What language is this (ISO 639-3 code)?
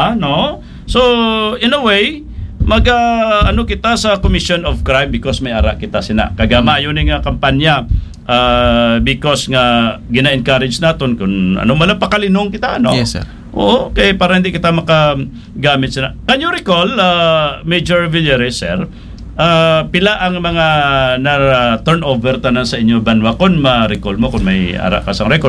hil